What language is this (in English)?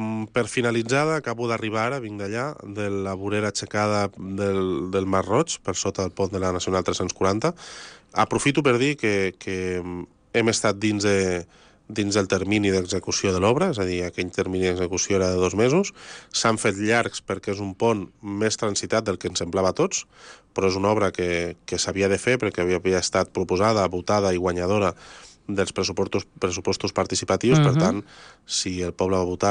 Catalan